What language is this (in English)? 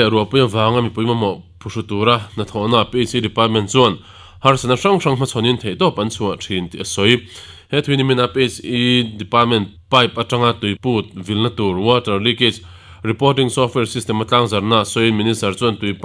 Mizo